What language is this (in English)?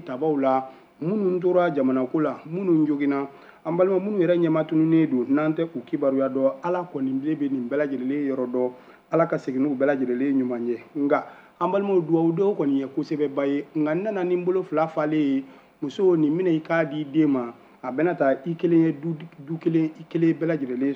Bambara